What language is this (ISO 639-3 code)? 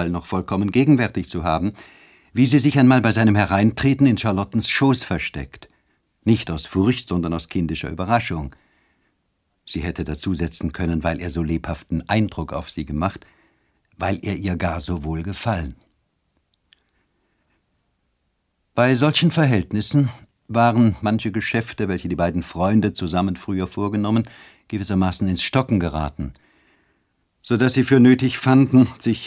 deu